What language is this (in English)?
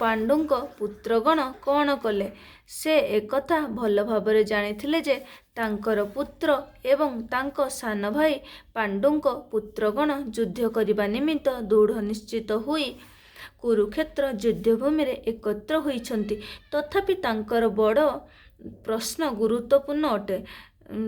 Odia